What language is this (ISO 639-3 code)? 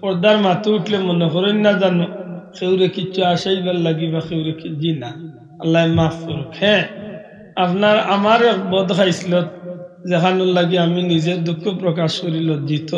syl